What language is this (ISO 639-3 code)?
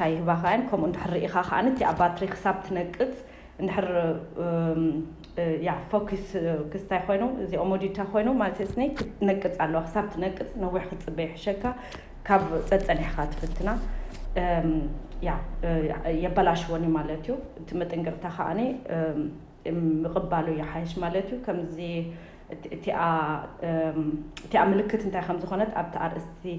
tir